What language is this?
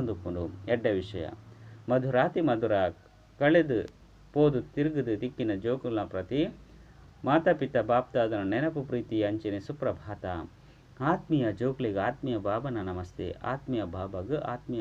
Tulu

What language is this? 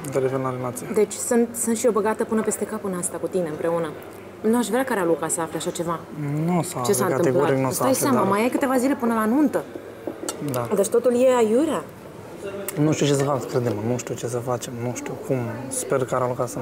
Romanian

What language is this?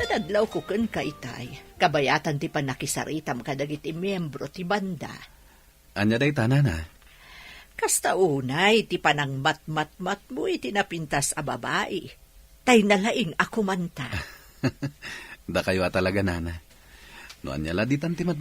Iloko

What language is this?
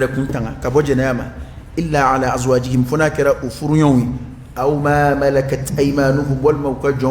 Dyula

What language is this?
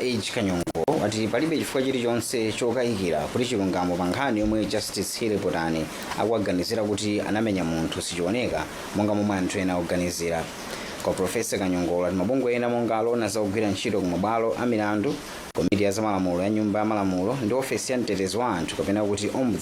Nyanja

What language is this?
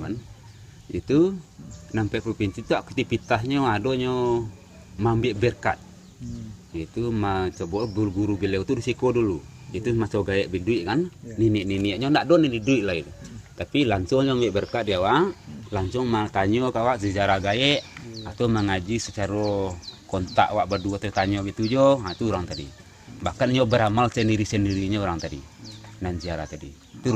Minangkabau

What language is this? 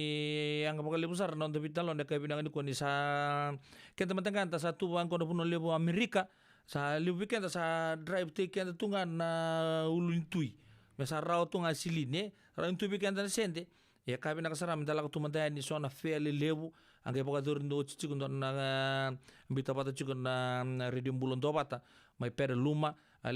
Fijian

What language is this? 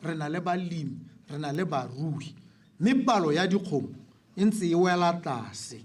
Tswana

